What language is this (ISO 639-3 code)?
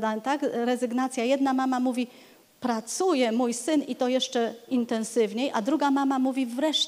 pol